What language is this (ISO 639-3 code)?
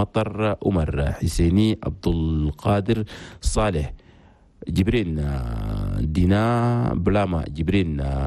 shu